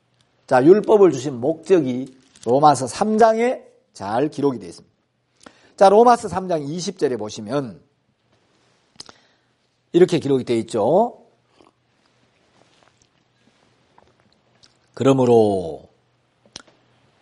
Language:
Korean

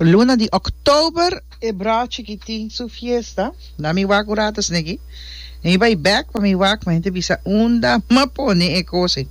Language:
Papiamento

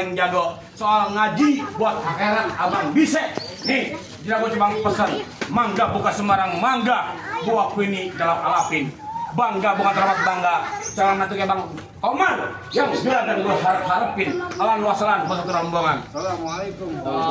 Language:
Betawi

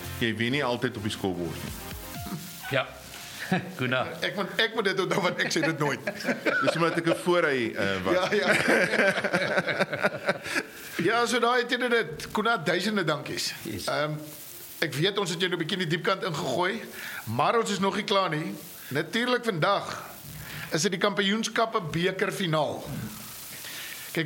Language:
Afrikaans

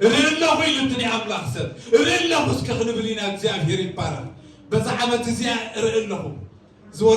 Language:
Tigrinya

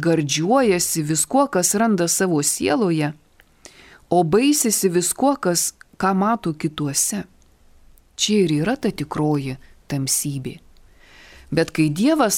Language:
Lithuanian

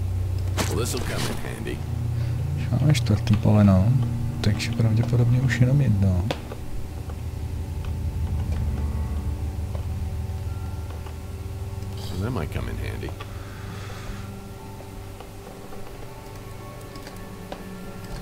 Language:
Czech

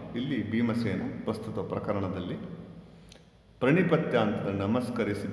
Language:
Kannada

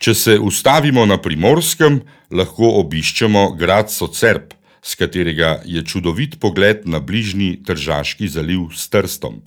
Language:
Slovenian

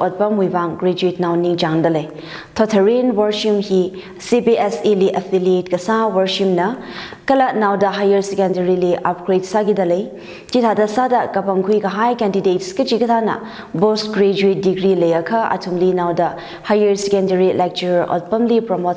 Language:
Tangkhul Naga (India)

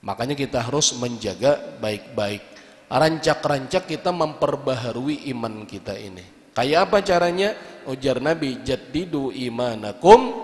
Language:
Banjar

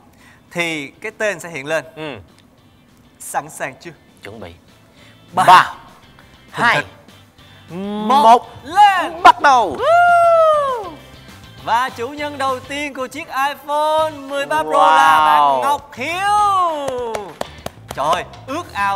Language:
Vietnamese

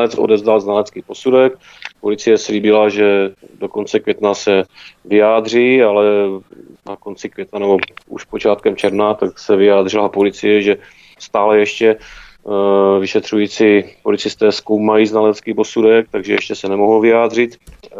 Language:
Czech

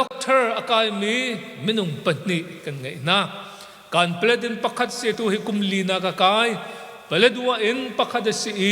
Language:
Hakha Chin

